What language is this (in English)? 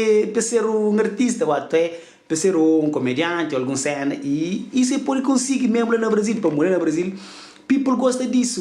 Kabuverdianu